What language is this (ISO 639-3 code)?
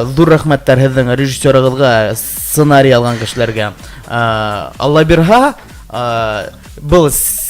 bak